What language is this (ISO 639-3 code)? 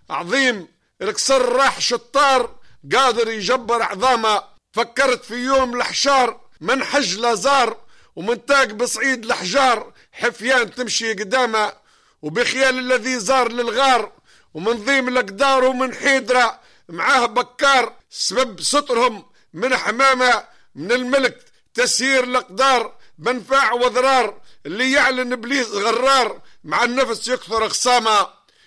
aeb